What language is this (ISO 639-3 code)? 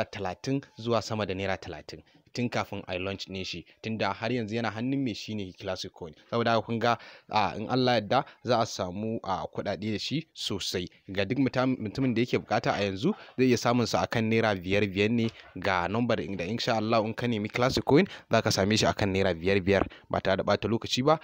hau